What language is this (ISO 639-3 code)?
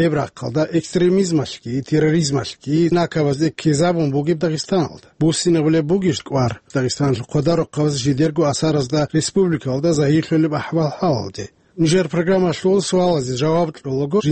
ava